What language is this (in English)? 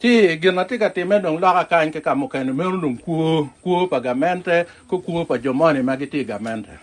Acoli